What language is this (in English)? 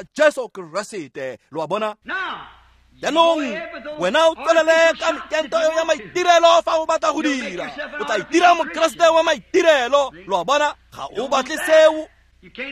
Tswana